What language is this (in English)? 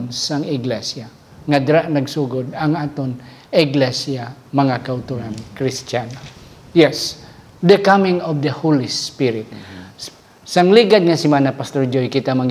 Hiligaynon